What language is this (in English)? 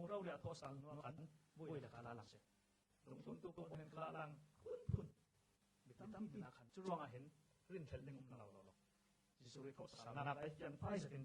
Falam Chin